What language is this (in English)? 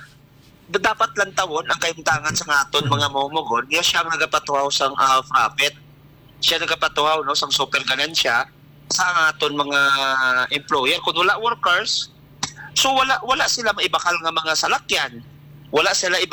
Hiligaynon